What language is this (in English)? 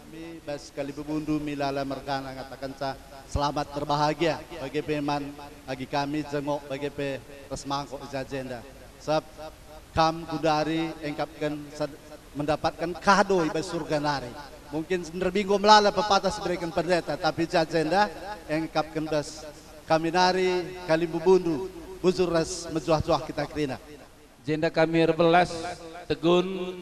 Batak Karo